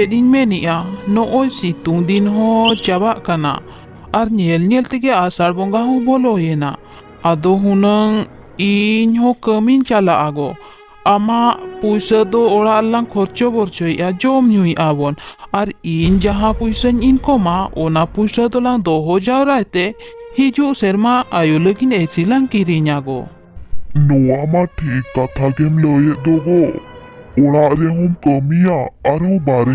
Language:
Santali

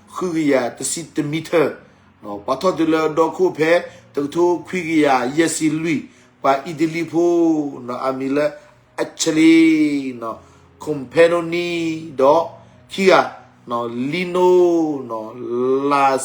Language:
S'gaw Karen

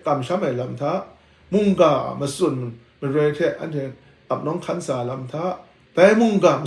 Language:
Kachin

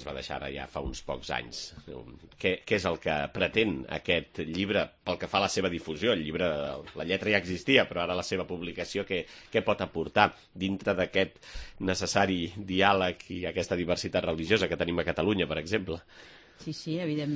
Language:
Catalan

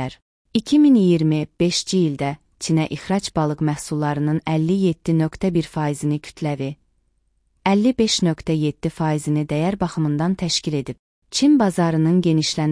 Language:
Azerbaijani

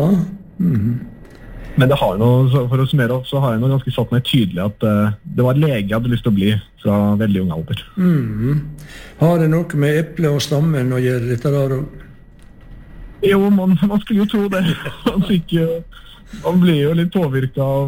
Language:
Norwegian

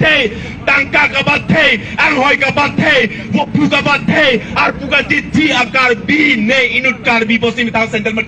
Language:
Karbi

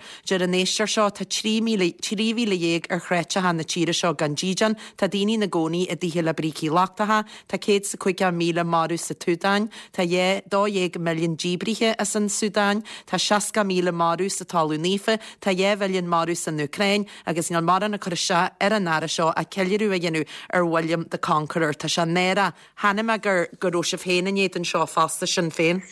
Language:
Irish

